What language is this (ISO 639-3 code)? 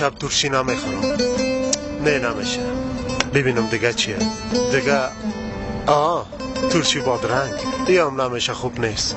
fas